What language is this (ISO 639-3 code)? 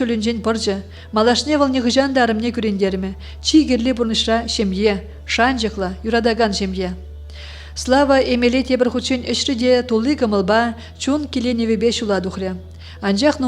chv